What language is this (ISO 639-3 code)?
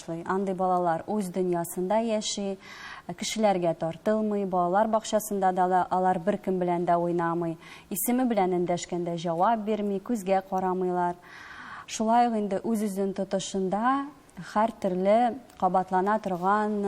tat